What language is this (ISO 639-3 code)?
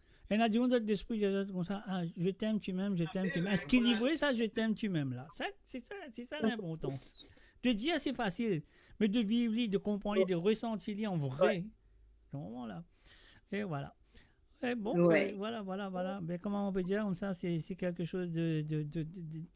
mfe